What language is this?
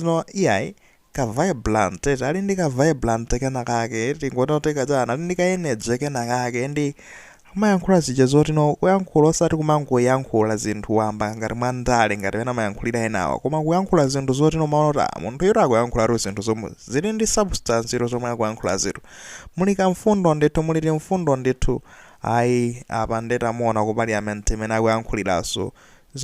Nyanja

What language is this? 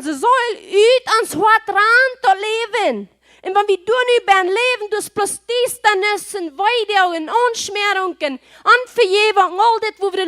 Plautdietsch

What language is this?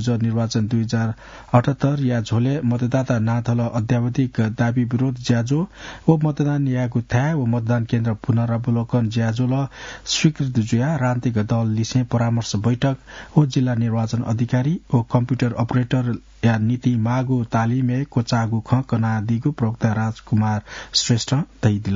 Newari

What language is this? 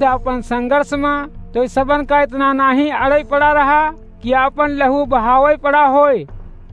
Awadhi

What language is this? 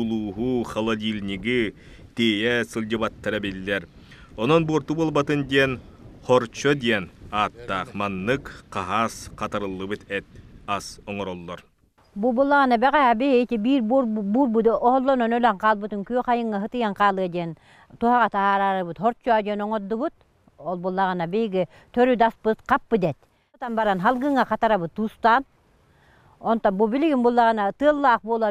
Yakut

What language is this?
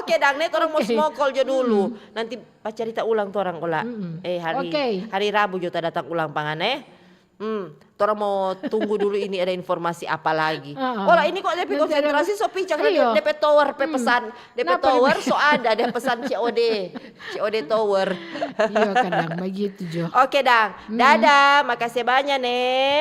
Manado Malay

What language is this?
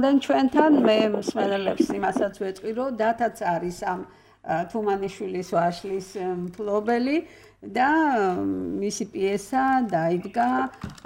Georgian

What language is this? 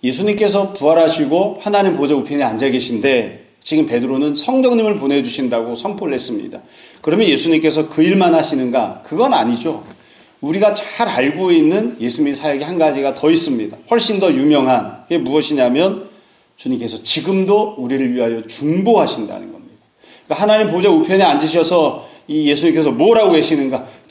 Korean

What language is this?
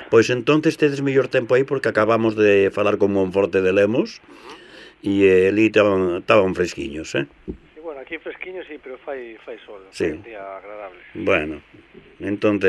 Galician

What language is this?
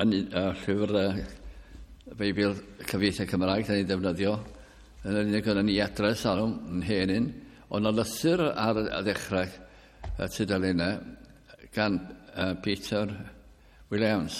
Welsh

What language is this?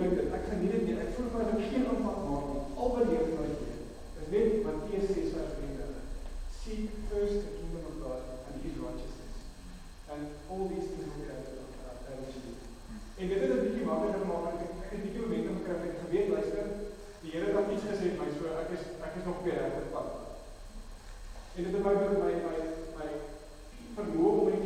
Afrikaans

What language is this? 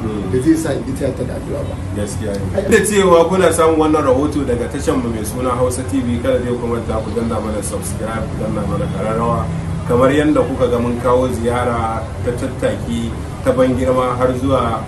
Hausa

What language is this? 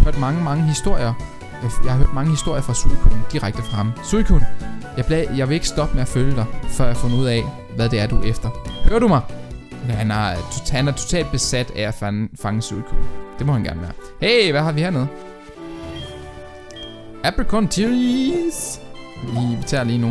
Danish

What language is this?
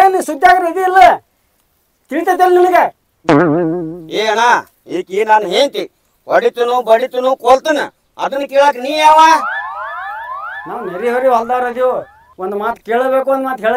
Kannada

